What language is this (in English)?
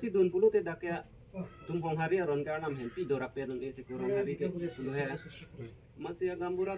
Karbi